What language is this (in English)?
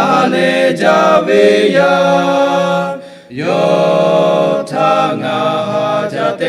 Lahu